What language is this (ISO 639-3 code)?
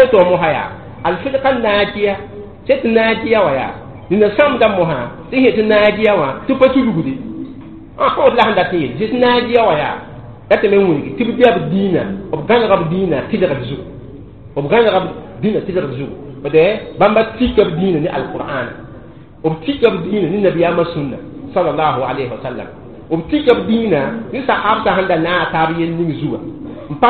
mos